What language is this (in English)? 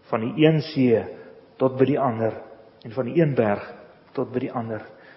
Afrikaans